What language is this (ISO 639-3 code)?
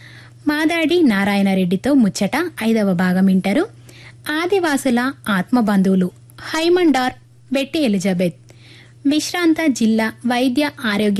tel